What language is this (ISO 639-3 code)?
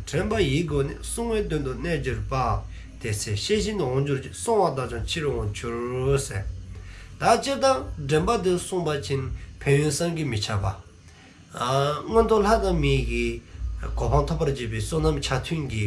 dzo